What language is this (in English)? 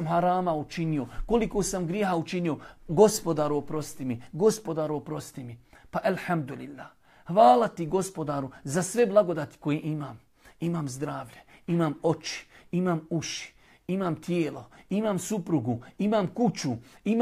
Bosnian